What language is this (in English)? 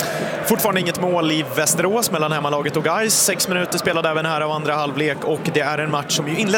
Swedish